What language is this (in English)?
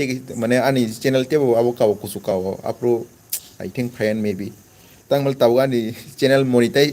Kok Borok